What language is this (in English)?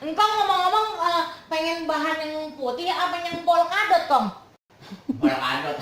Betawi